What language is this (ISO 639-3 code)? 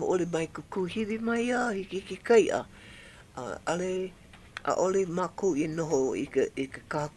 haw